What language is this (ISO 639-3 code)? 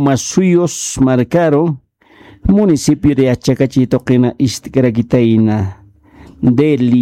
aym